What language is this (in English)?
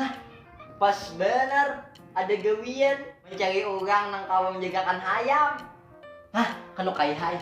Banjar